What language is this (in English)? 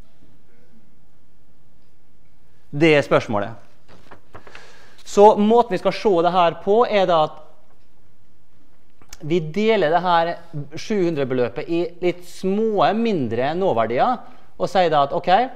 Norwegian